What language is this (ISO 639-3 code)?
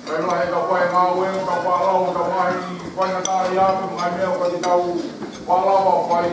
ton